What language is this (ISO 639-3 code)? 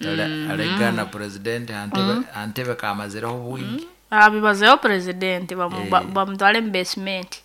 nyo